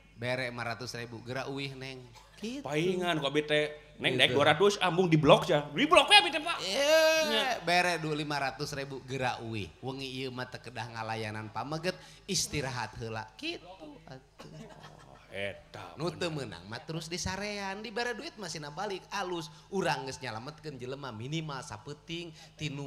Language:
Sundanese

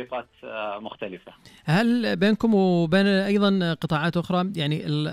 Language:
Najdi Arabic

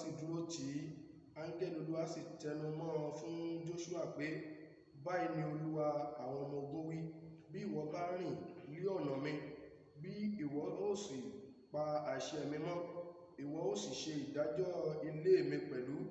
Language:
Yoruba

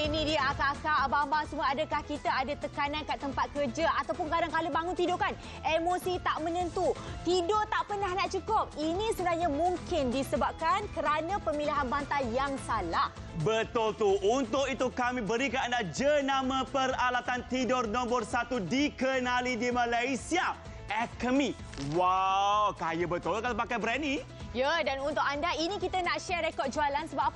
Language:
Malay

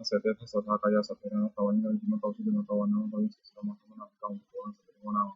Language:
Pali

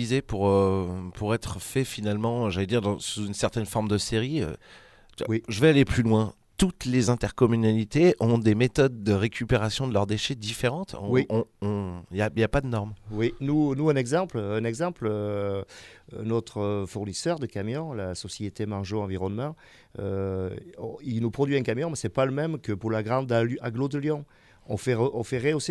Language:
French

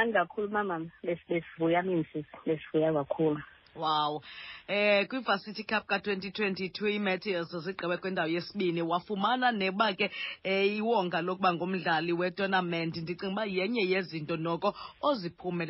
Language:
Xhosa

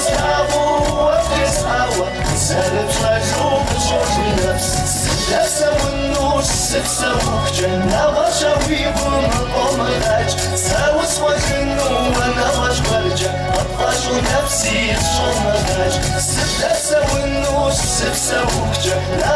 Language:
Kabardian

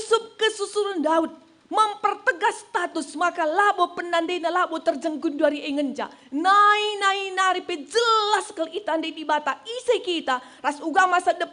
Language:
Batak Karo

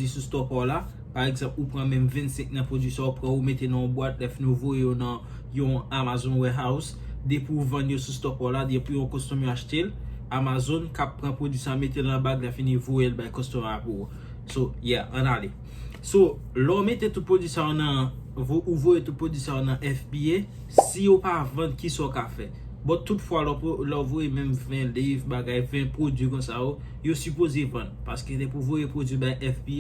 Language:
Haitian Creole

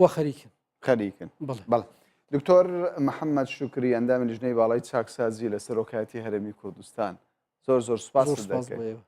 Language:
Central Kurdish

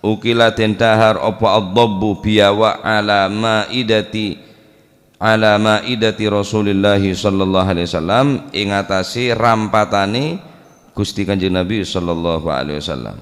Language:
Madurese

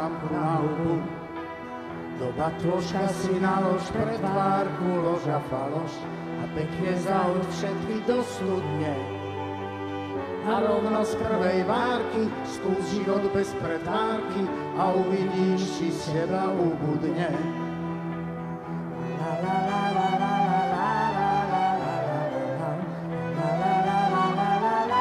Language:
Slovak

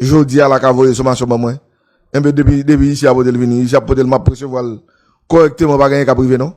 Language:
Haitian Creole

